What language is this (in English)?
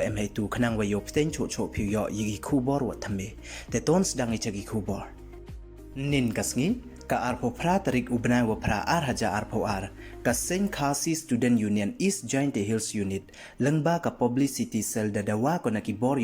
Pnar